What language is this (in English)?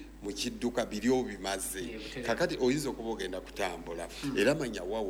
Ganda